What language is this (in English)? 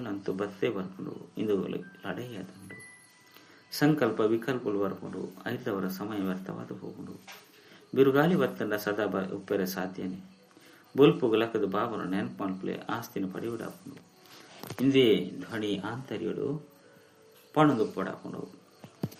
Tulu